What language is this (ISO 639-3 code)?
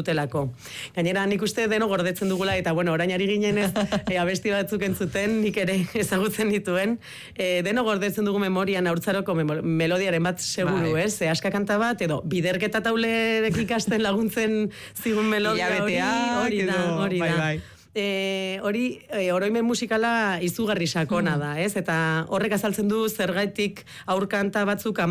eus